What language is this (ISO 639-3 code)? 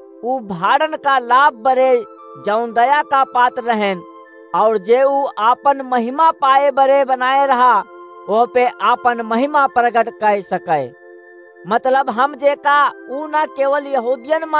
awa